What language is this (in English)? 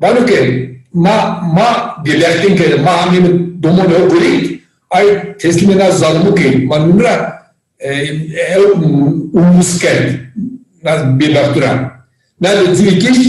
Zaza